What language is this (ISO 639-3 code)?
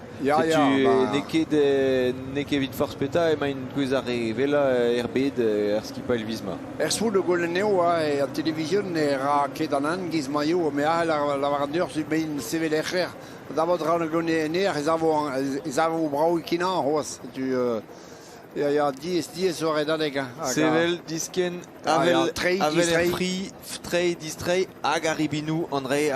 bre